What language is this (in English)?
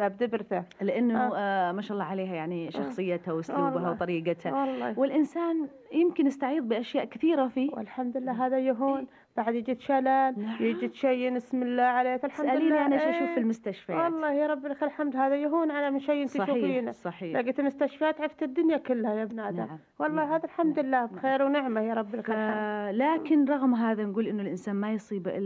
Najdi Arabic